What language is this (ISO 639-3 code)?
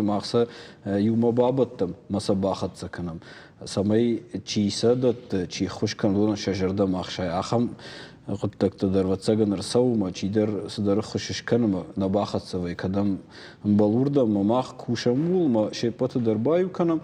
oss